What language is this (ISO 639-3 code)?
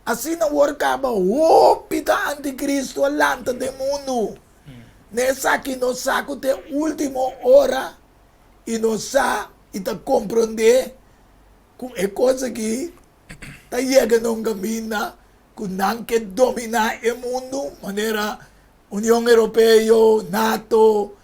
pap